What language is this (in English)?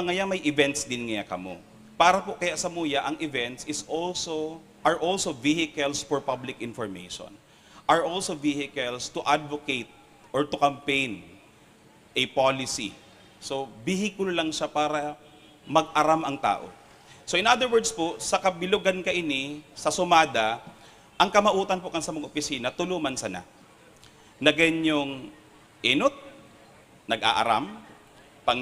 Bikol